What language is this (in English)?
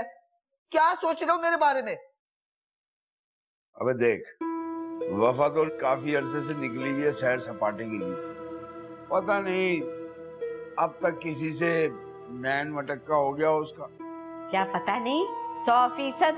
Hindi